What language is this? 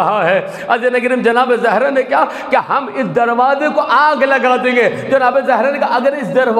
Urdu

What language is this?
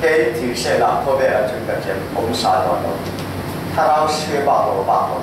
Falam Chin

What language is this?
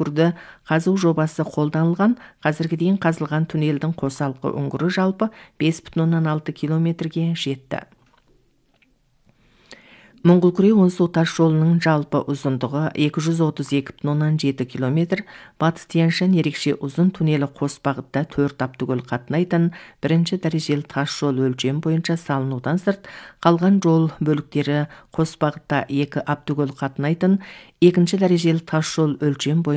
Kazakh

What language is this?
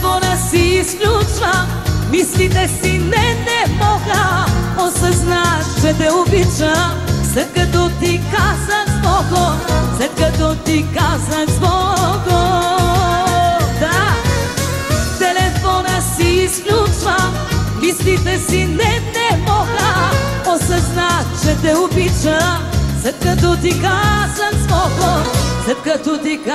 Bulgarian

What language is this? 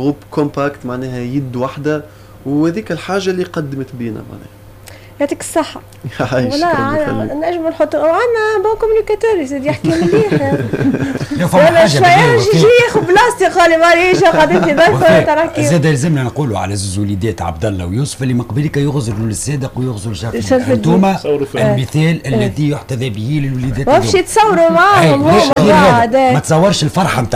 Tunisian Arabic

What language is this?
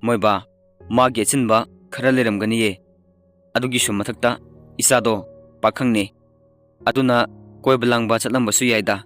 Manipuri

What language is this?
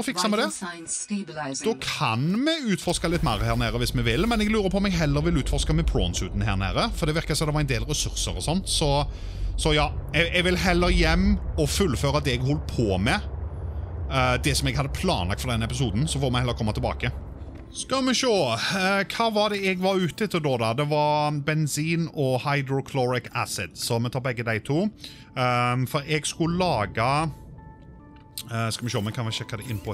Norwegian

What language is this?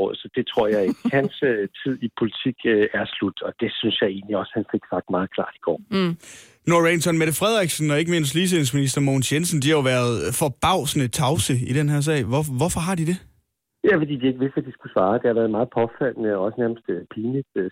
Danish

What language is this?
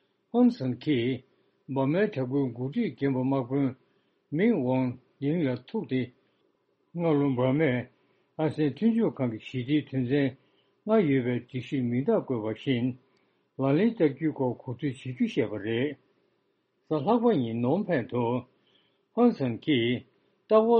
Tibetan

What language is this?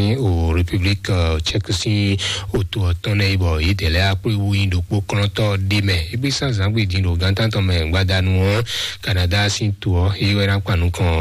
Fon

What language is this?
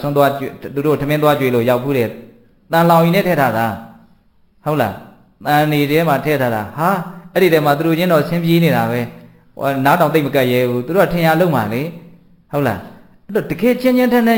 Burmese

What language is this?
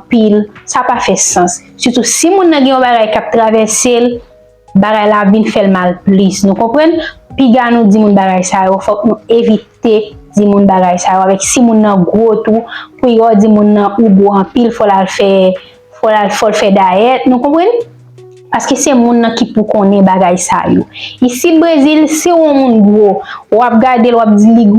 Haitian Creole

